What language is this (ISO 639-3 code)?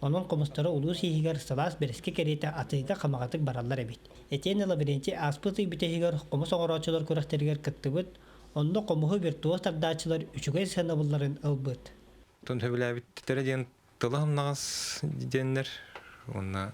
sah